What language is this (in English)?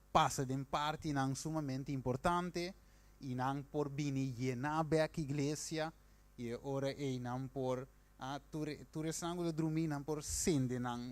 Papiamento